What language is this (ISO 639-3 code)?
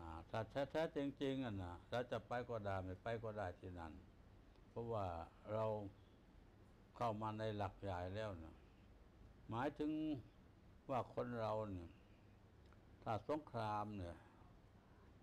tha